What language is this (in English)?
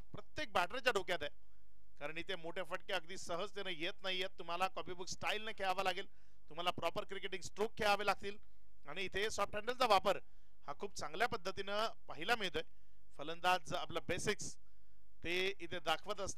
Marathi